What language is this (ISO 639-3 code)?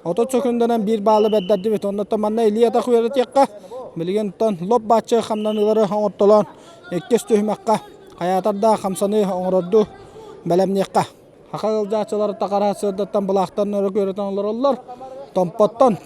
sah